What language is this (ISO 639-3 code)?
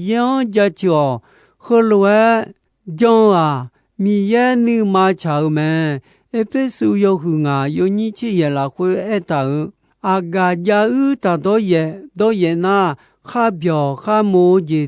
ahk